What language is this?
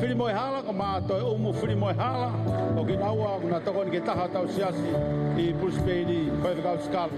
Tongan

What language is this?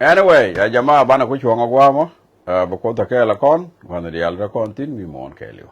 Nuer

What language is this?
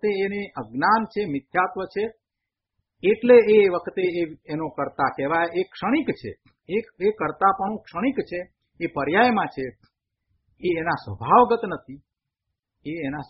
Gujarati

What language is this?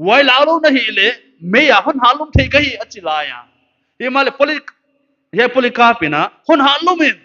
Paite Chin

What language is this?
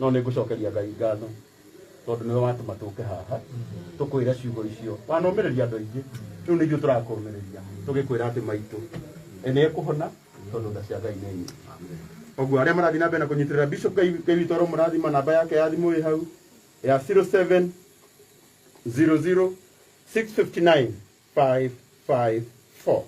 Kikuyu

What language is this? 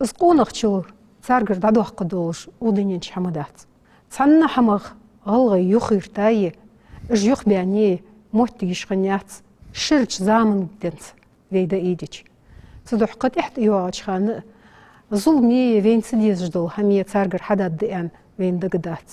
Ingush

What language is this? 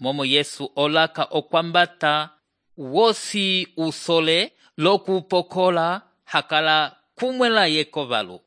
Umbundu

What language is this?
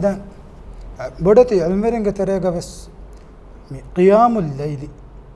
Divehi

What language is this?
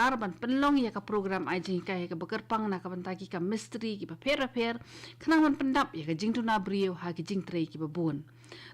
Khasi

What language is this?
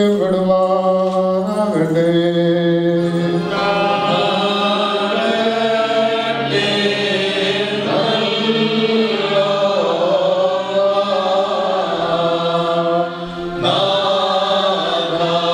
Malayalam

